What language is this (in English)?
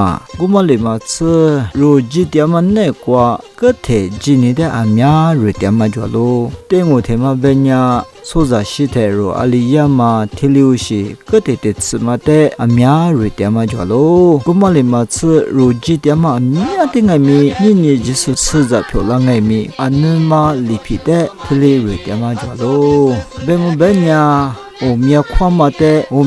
Lisu